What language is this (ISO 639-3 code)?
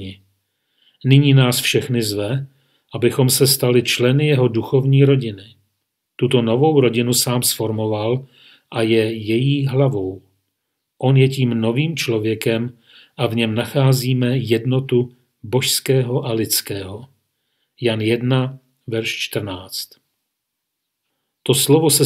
ces